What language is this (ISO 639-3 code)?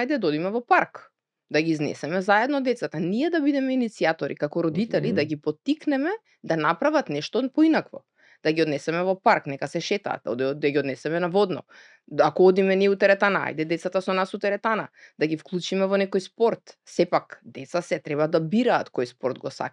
mkd